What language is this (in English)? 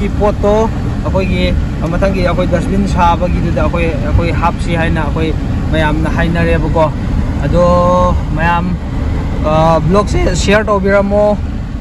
Manipuri